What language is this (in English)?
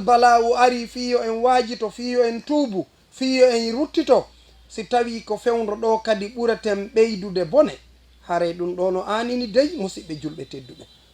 Fula